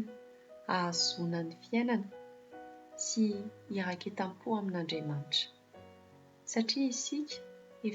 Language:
Malagasy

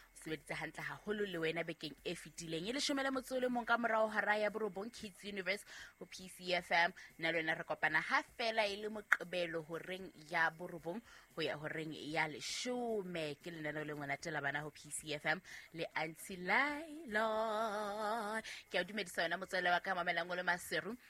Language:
Southern Sotho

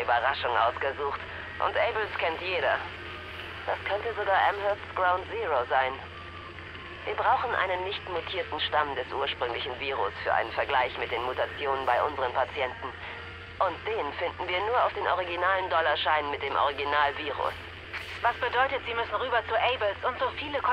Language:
German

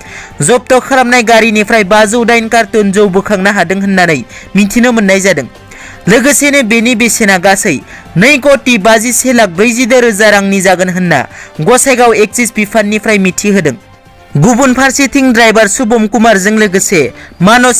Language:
Bodo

